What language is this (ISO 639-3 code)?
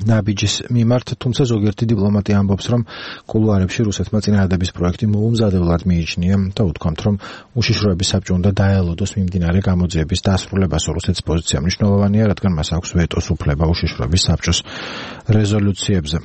kat